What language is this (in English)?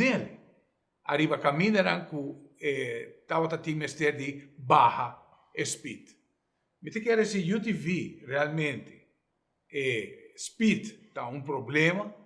Papiamento